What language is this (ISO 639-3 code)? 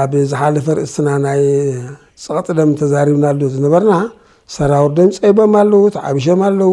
tir